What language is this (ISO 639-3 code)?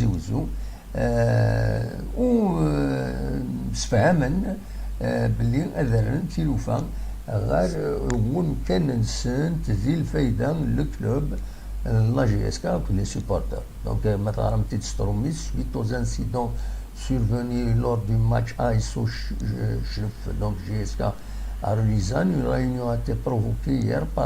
kab